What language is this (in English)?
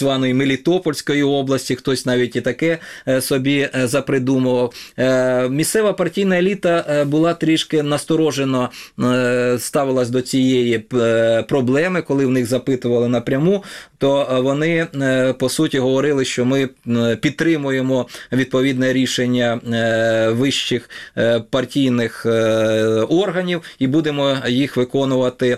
Ukrainian